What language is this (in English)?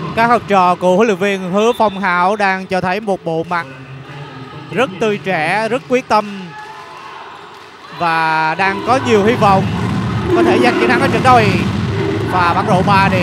Vietnamese